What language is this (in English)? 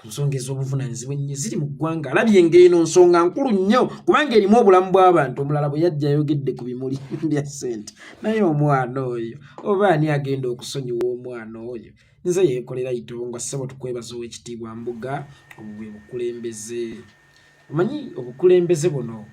Ganda